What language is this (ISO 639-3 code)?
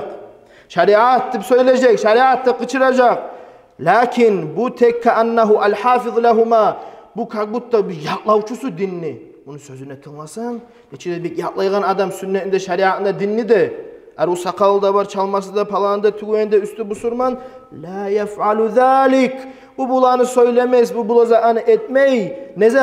kum